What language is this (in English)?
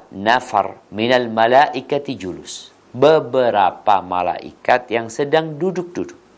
Indonesian